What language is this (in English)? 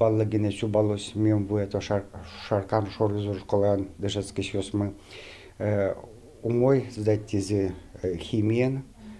Udmurt